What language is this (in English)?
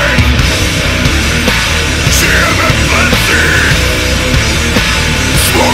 Czech